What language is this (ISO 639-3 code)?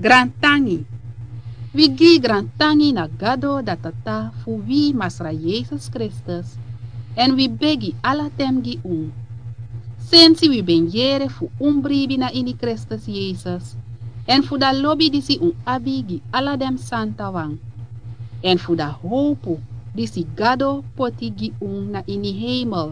srn